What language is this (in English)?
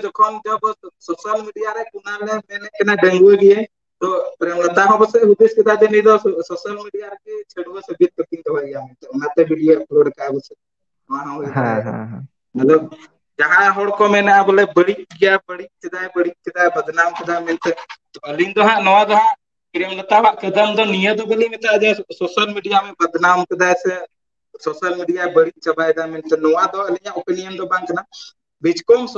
Santali